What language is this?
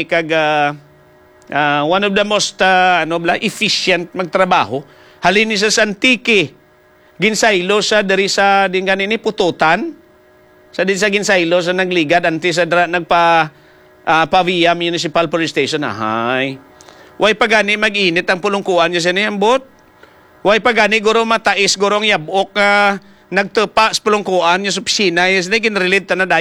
Hiligaynon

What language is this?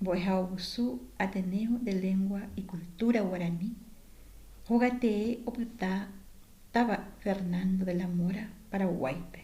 Guarani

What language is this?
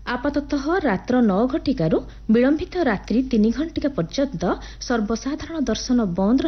Odia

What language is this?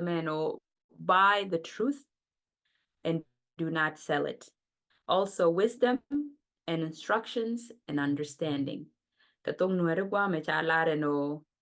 Nuer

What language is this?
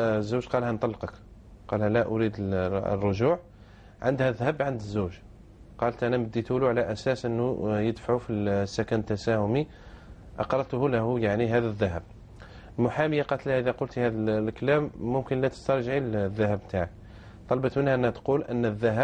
Algerian Arabic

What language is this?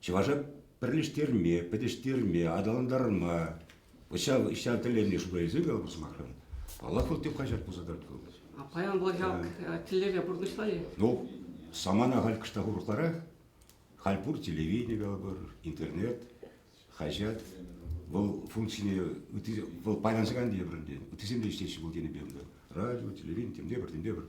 Chuvash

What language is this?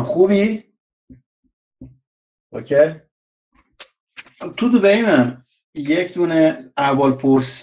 Persian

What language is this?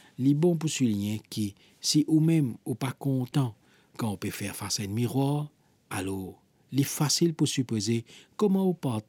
Morisyen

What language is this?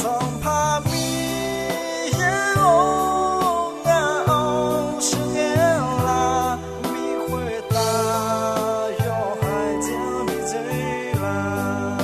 Akha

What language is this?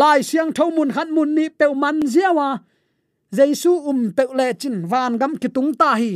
Tedim Chin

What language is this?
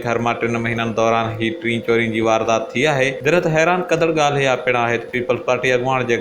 Sindhi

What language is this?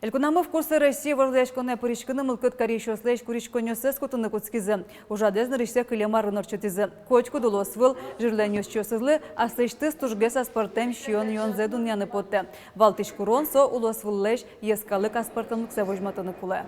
Udmurt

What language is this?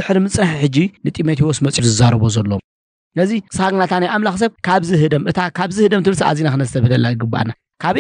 Tigrinya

